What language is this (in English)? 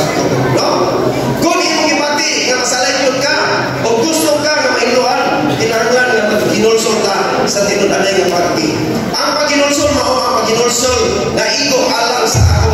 Cebuano